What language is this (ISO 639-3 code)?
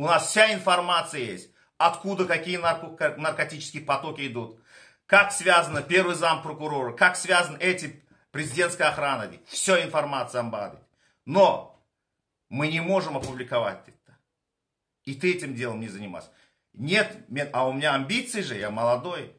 tuk